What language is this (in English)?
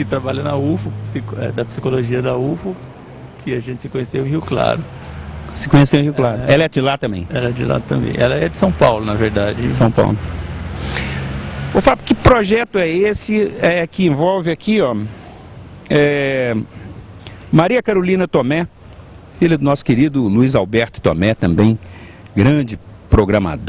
Portuguese